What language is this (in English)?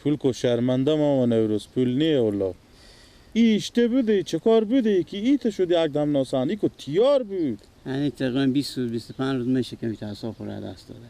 Persian